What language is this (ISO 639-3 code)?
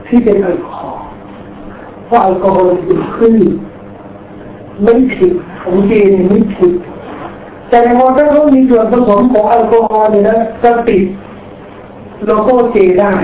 tha